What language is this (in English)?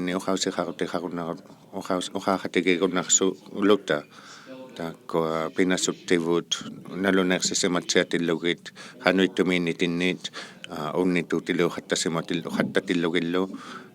Inuktitut